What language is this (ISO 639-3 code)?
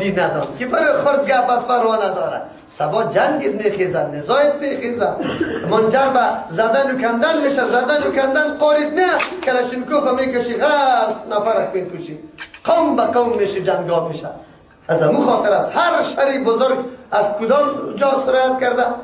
fas